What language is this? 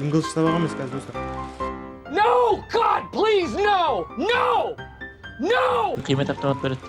Kara-Kalpak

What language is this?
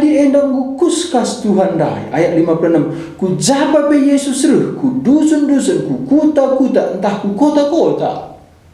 Batak Karo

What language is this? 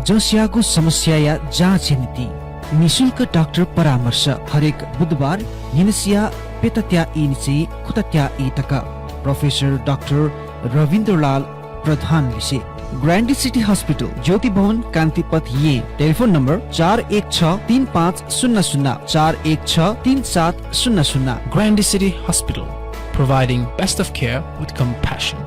Newari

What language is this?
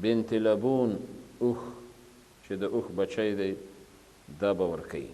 Pashto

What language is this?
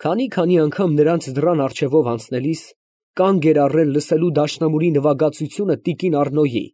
Armenian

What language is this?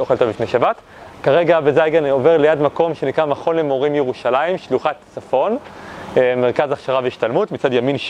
Hebrew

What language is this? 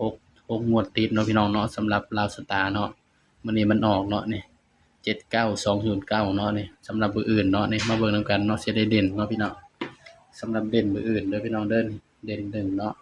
Lao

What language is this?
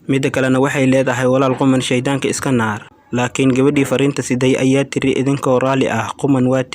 Somali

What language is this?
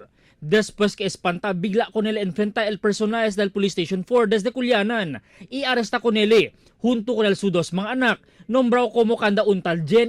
Chavacano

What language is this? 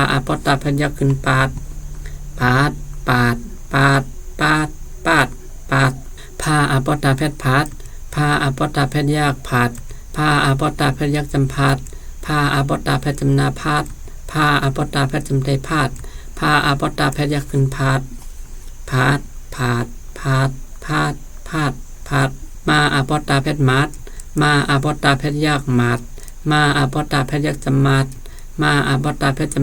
Shan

